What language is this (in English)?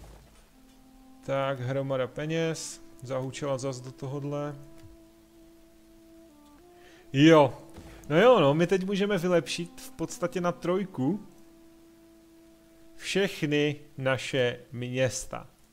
Czech